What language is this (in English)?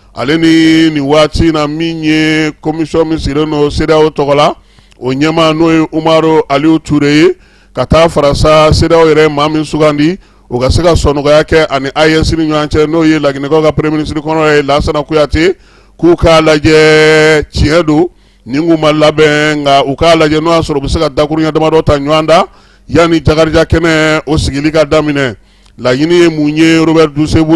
Bambara